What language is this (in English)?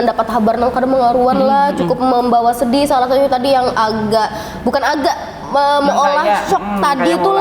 Banjar